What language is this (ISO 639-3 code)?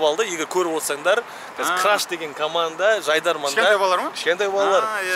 kaz